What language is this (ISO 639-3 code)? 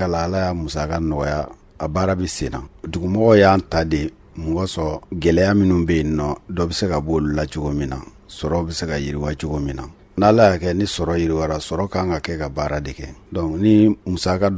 bam